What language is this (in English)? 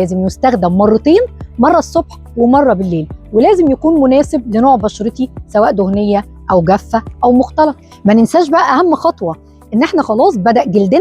Egyptian Arabic